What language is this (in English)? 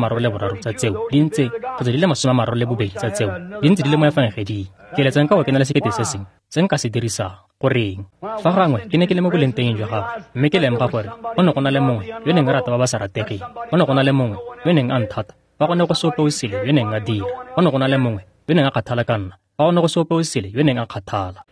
Tswana